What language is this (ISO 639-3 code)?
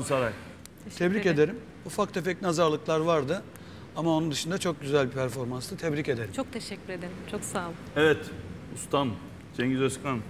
tur